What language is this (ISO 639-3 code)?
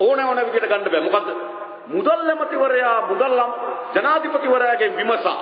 sin